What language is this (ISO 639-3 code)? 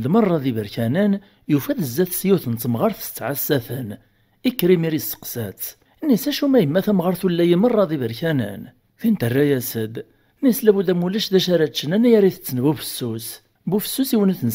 kab